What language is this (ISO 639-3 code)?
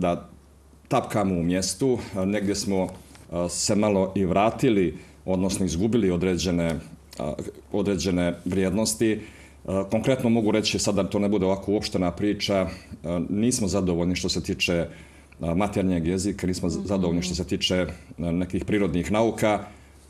bos